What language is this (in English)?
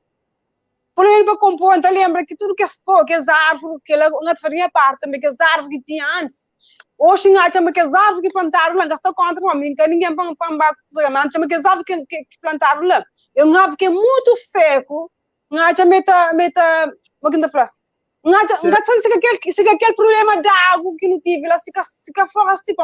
Kabuverdianu